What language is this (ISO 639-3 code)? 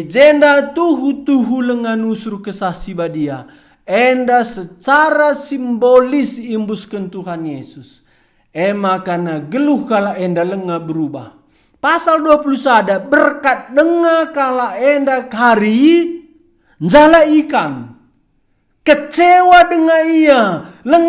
btx